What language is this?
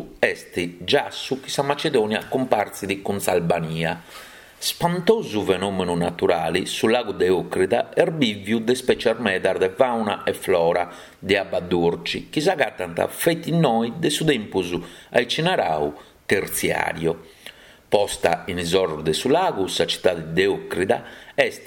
Sardinian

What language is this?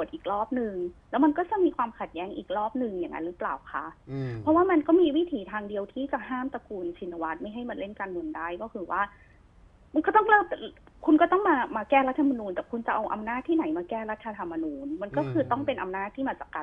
Thai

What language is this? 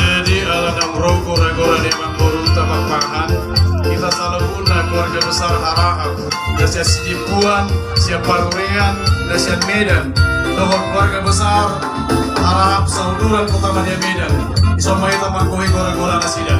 Batak Toba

